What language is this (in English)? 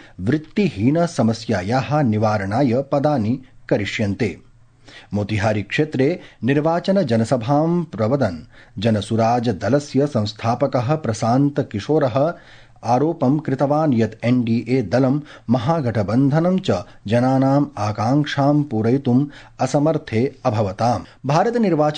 Sanskrit